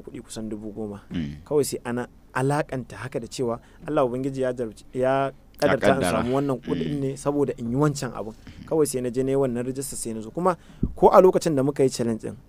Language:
Hausa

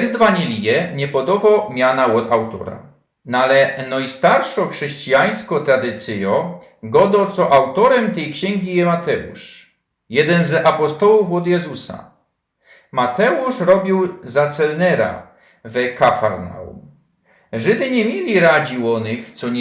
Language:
Silesian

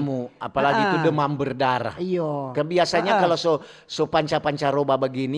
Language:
Manado Malay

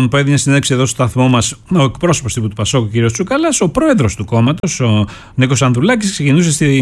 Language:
Greek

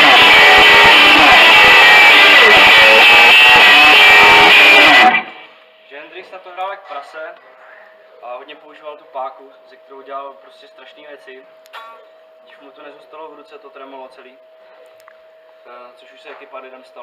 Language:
Czech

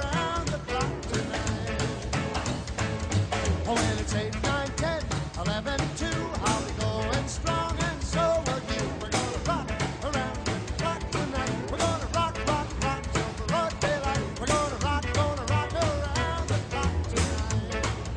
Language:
English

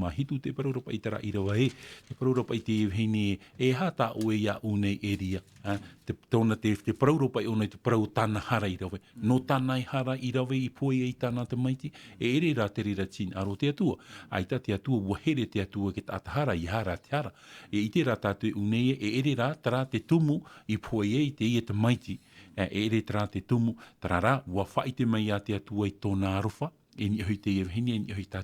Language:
Tahitian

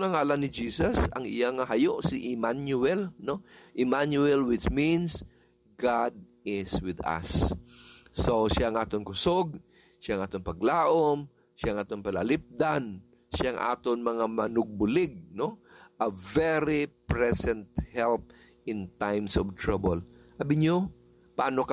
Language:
Hiligaynon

